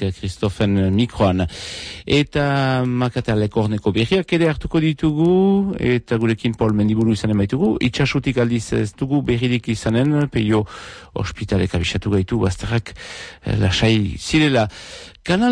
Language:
Basque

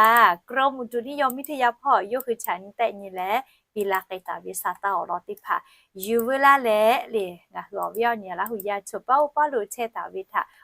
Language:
Lahu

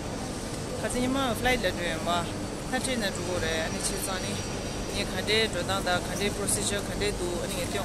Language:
Tibetan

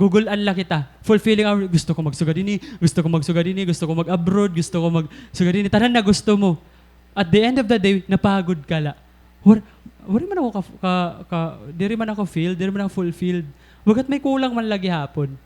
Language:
Waray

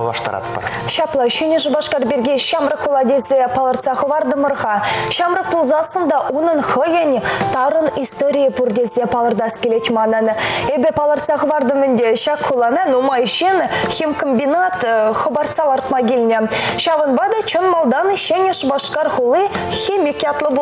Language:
Chuvash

